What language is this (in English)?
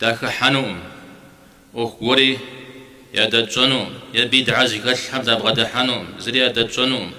Kabardian